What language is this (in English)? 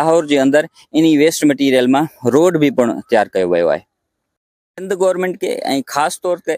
Sindhi